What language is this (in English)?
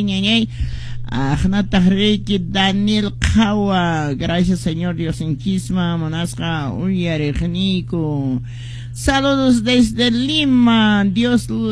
Quechua